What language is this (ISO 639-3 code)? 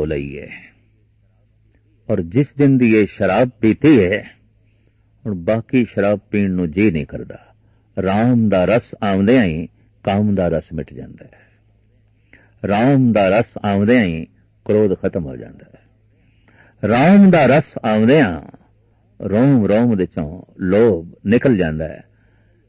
pan